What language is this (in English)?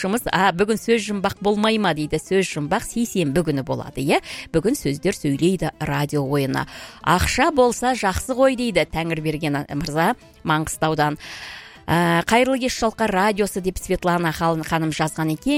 Kazakh